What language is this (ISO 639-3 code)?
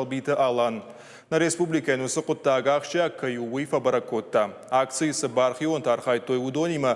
oss